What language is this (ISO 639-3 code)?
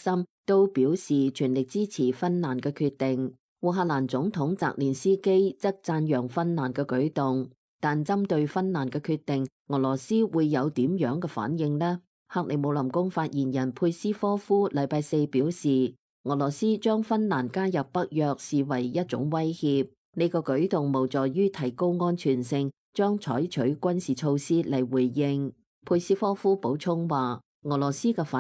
yue